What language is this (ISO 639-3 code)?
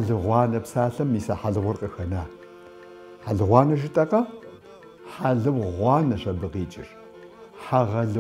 kbd